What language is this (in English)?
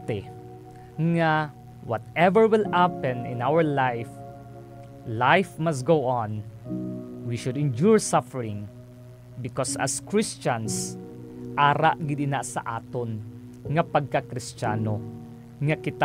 Hiligaynon